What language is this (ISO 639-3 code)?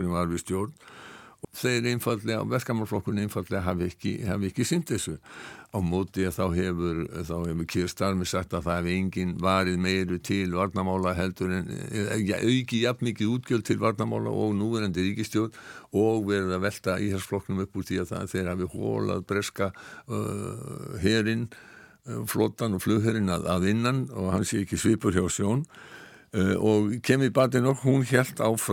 isl